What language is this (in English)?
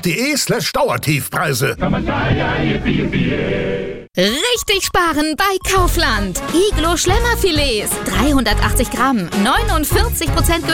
German